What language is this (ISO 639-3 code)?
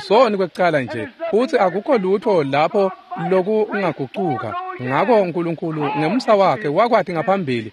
ssw